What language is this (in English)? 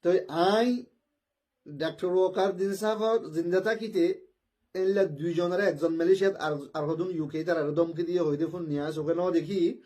Rohingya